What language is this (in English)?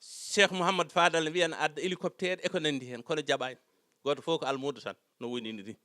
Fula